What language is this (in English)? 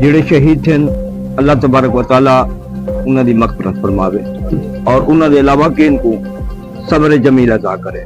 Saraiki